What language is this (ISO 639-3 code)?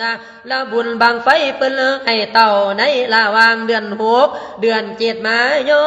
lao